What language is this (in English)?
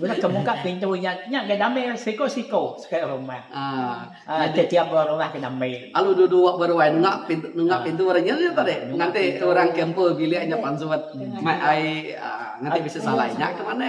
Iban